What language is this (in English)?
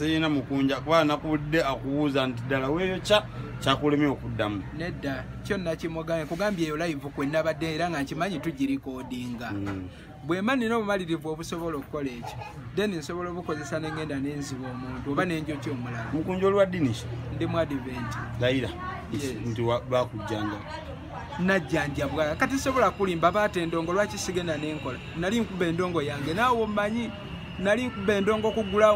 Ganda